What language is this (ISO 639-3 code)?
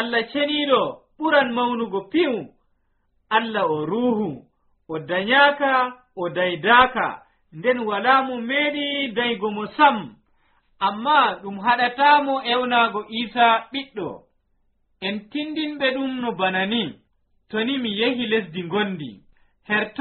fuv